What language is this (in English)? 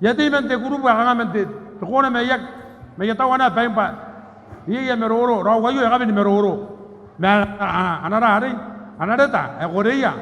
Gilbertese